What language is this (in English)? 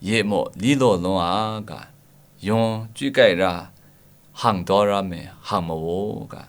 Kachin